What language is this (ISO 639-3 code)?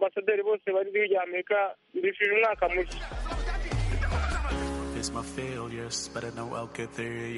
kin